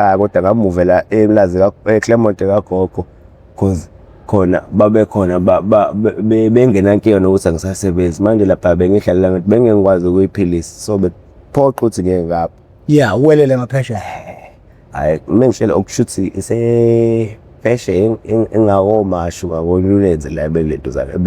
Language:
Zulu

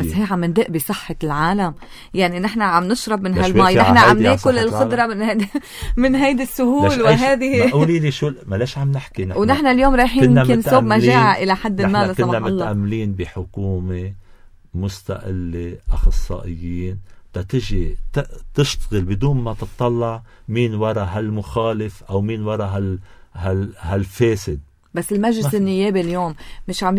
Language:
North Levantine Arabic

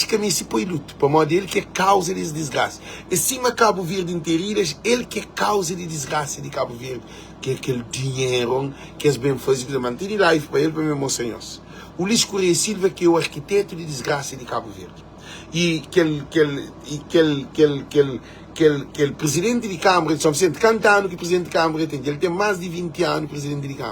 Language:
Kabuverdianu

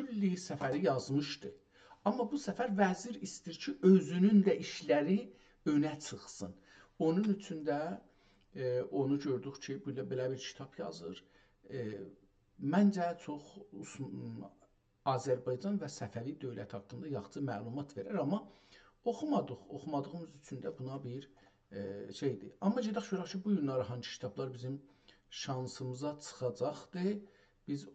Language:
South Azerbaijani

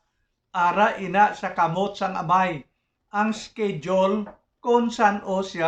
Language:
Hiligaynon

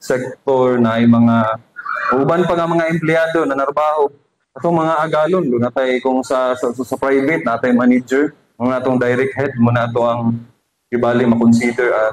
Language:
Cebuano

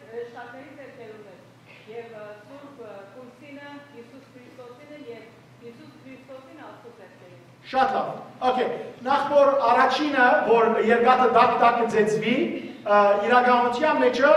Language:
Western Armenian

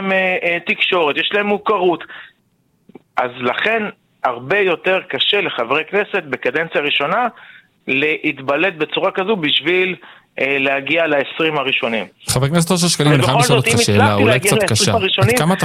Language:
Hebrew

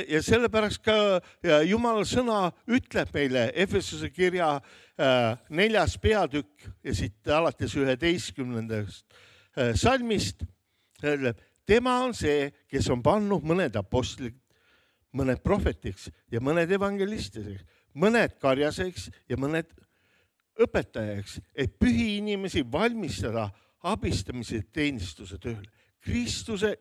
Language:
Estonian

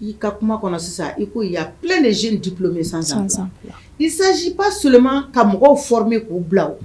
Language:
Bambara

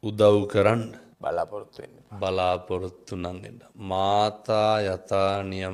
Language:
Sinhala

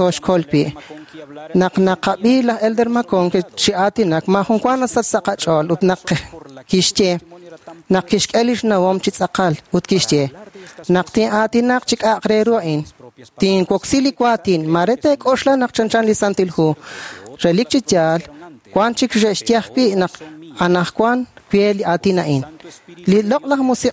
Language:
Kekchí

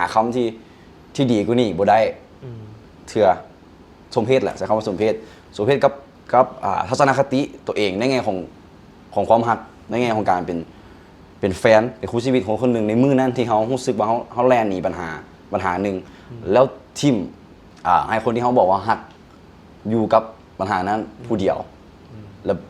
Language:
Lao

